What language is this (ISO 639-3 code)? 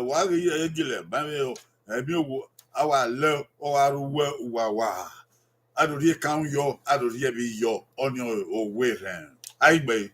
bin